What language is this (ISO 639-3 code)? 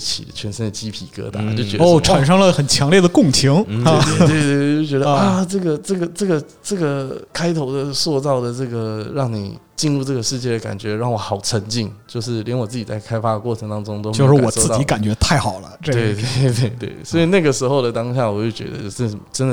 zho